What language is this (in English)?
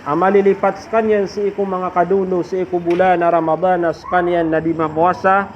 Maranao